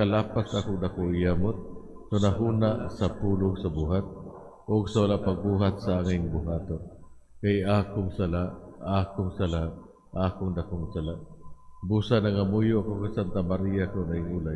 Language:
Cebuano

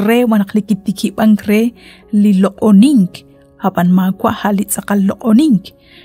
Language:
Kekchí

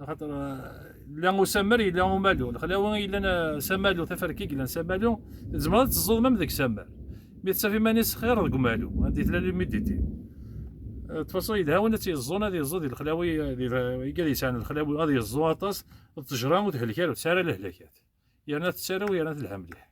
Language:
Kabyle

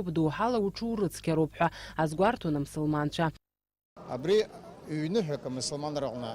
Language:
Abkhazian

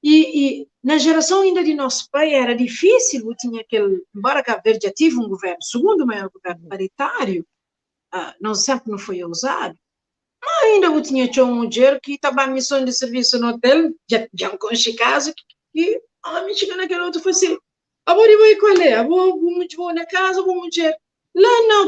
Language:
Kabuverdianu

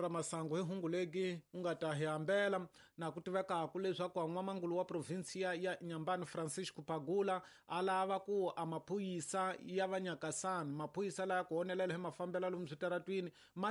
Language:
Tsonga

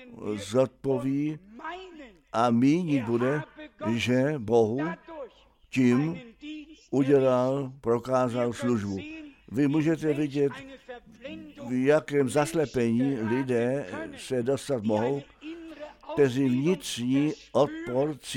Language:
Czech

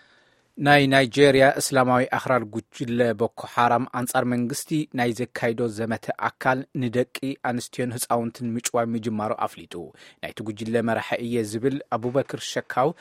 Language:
Tigrinya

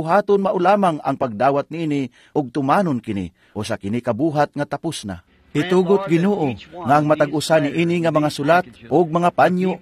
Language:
Cebuano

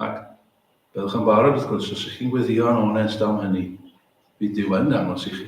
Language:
Welsh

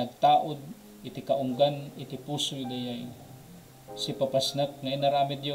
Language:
Iloko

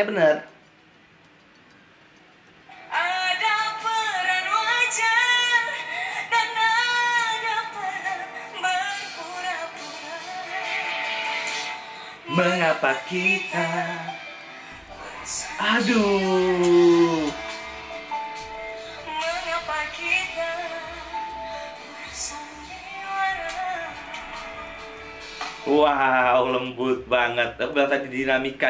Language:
Indonesian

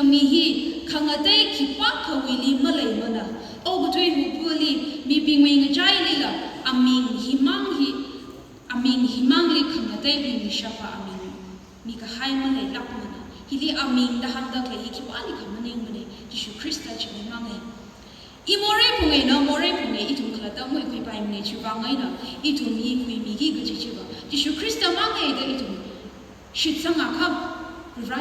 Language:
Tangkhul Naga (India)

